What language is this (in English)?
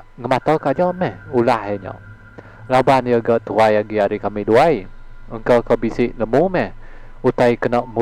Iban